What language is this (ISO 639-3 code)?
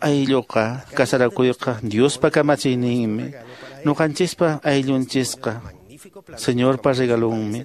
que